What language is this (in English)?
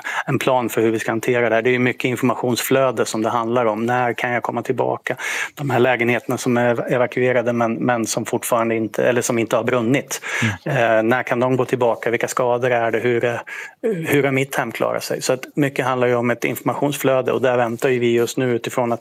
Swedish